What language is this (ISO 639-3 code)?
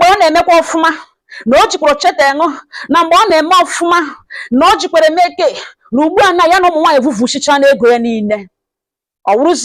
ibo